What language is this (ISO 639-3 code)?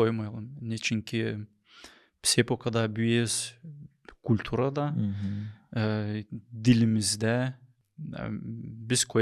gag